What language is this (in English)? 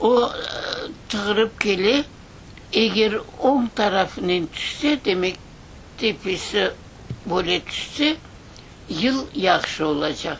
Crimean Tatar